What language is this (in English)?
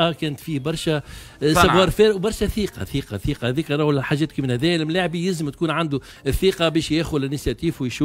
Tunisian Arabic